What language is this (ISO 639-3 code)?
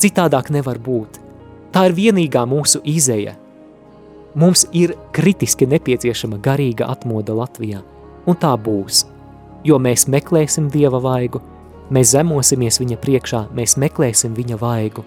lav